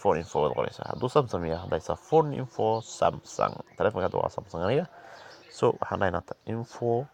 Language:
Somali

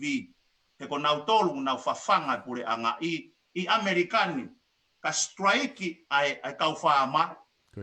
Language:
Tongan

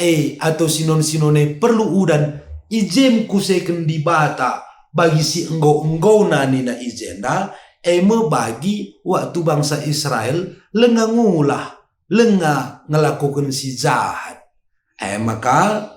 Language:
Batak Karo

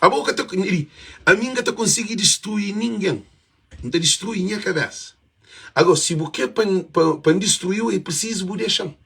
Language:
Kabuverdianu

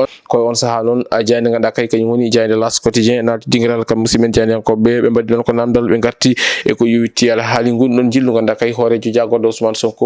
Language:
Fula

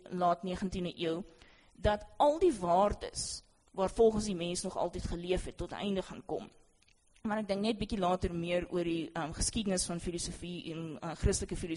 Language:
Afrikaans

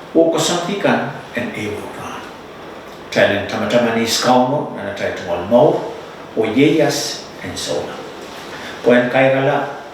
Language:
Pohnpeian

